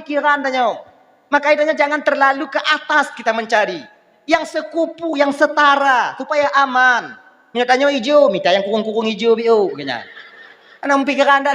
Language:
Achinese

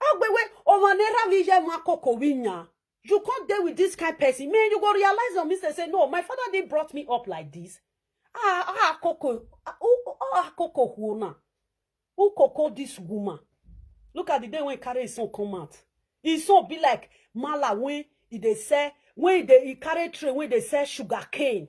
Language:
Nigerian Pidgin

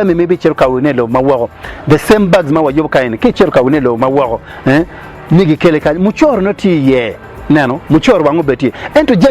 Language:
Acoli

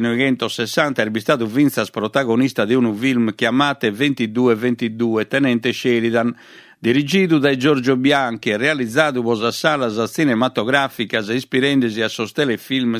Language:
Sardinian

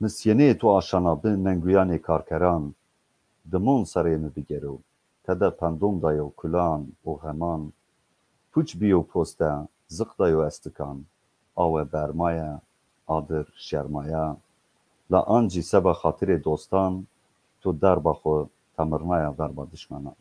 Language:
Zaza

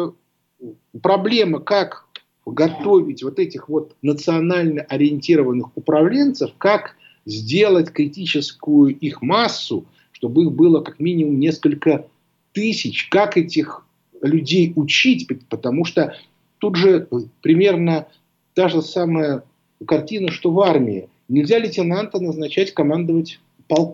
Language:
Russian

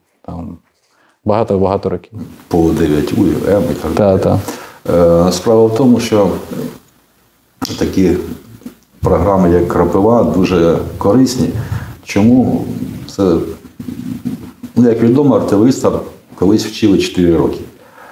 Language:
Ukrainian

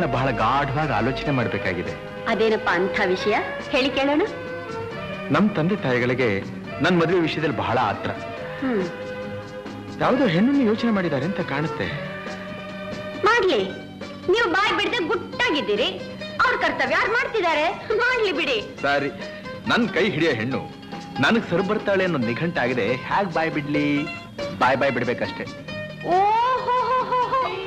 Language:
Kannada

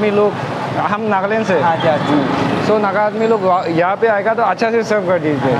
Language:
Naga Pidgin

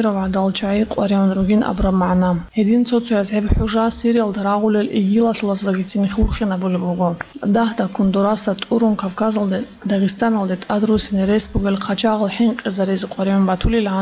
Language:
Avaric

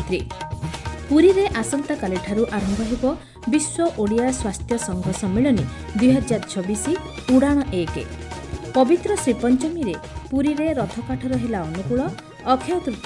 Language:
Odia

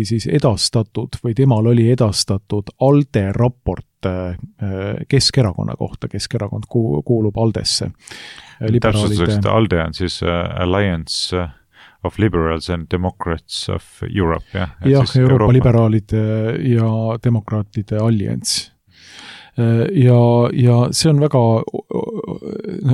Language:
Estonian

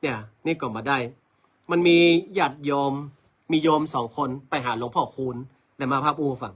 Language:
Northern Thai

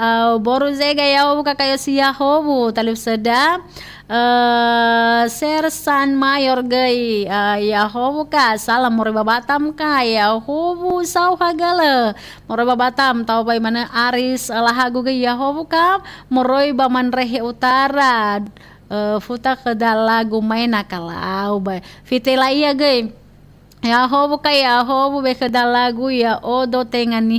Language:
Nias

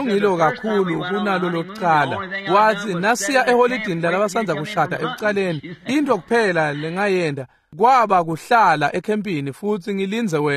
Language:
Swati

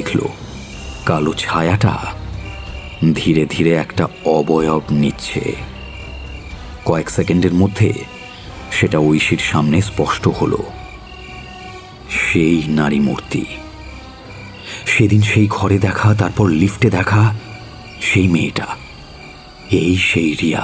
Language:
Bangla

